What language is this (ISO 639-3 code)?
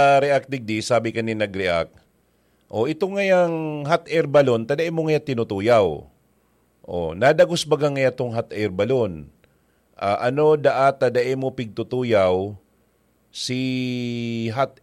bik